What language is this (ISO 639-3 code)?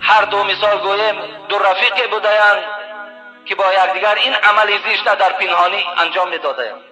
tgk